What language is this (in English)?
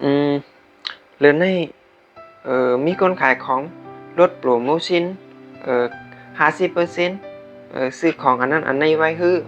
Shan